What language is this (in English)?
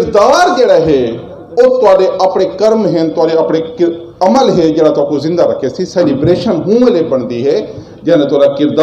Saraiki